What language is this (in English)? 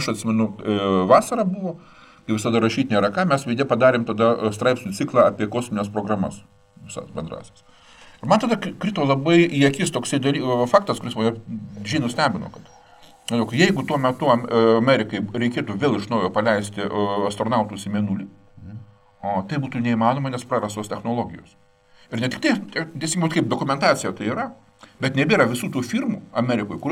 Lithuanian